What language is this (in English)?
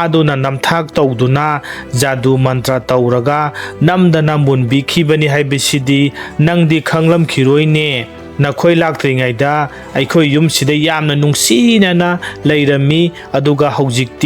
Manipuri